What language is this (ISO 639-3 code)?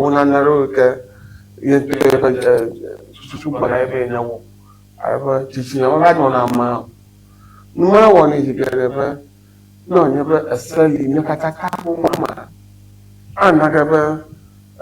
ewe